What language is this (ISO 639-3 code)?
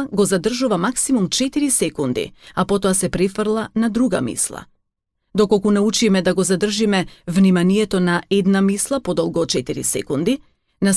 mkd